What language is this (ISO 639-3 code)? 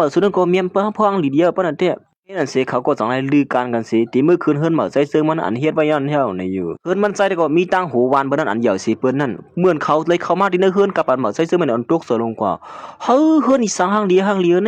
shn